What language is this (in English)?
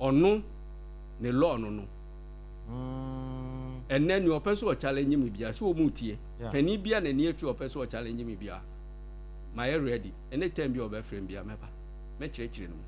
Akan